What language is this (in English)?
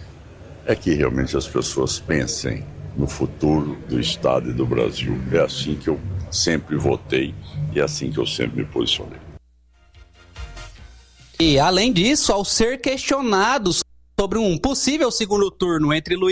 Portuguese